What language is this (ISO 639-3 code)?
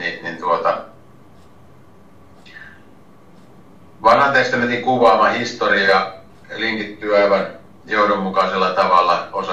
fin